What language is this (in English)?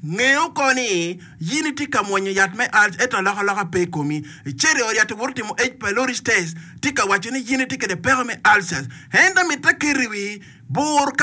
Acoli